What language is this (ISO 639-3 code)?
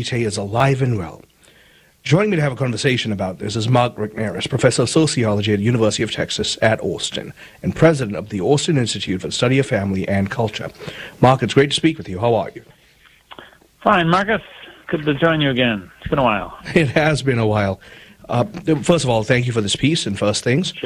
eng